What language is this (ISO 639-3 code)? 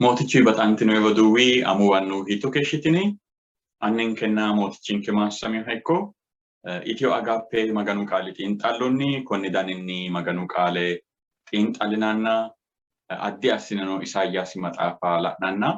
sid